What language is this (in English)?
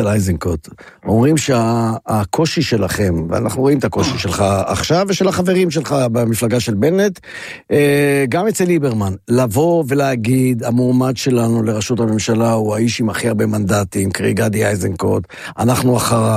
Hebrew